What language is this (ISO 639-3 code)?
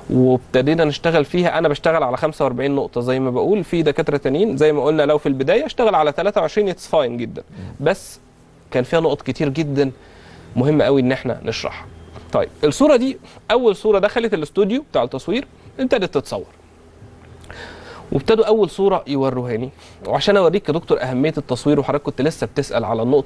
arz